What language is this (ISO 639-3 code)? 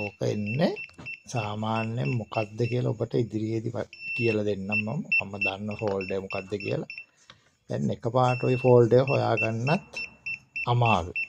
sin